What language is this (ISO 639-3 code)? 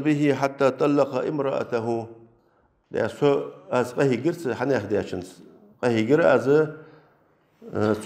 inh